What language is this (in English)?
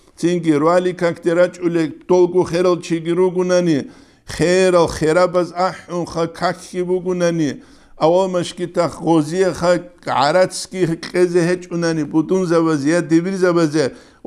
Avaric